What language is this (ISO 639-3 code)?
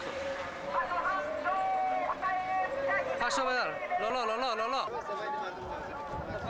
fas